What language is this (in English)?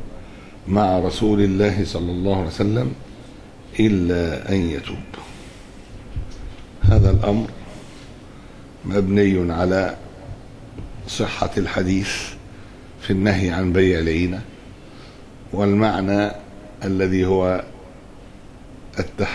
Arabic